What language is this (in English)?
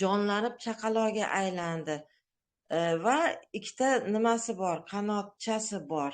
Uzbek